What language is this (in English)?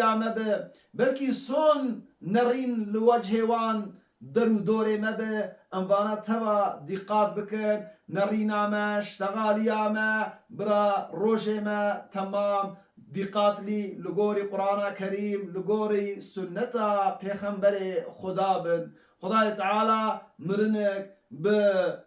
Kurdish